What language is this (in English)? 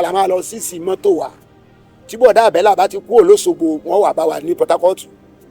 Yoruba